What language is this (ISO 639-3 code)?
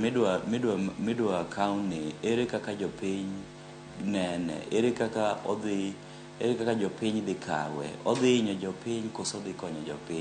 luo